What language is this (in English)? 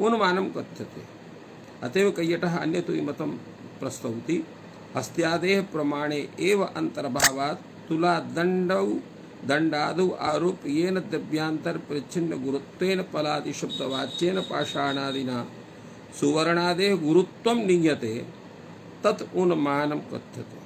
Sanskrit